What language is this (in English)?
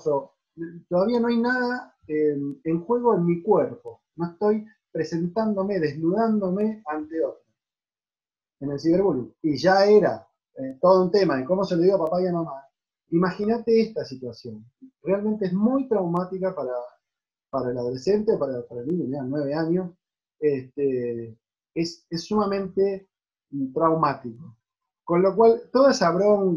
Spanish